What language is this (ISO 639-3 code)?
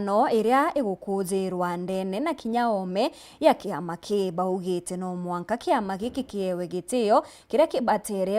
mer